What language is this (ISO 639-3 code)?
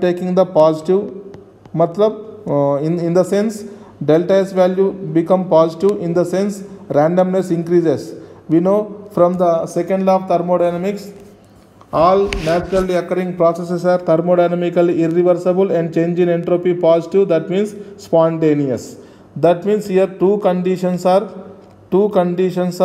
eng